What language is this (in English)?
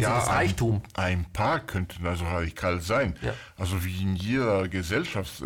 German